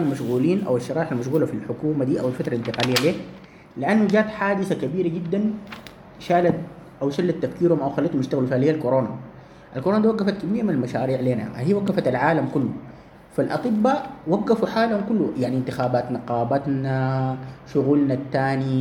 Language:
Sudanese Arabic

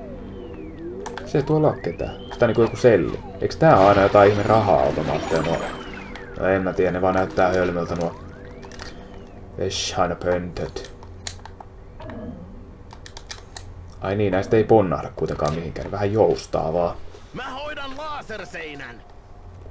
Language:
Finnish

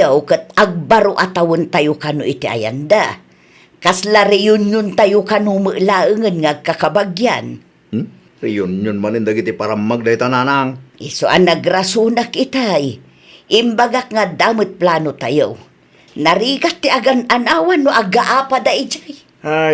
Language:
Iloko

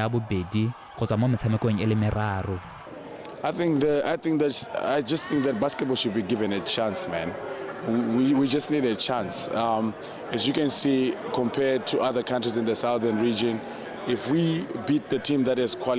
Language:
Tswana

